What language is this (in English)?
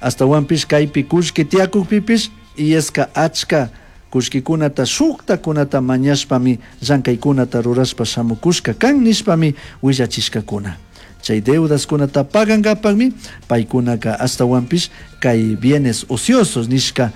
Chimborazo Highland Quichua